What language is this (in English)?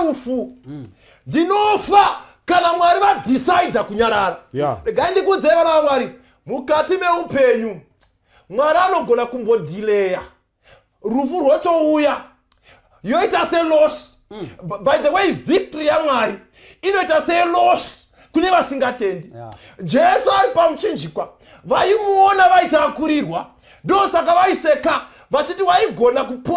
Shona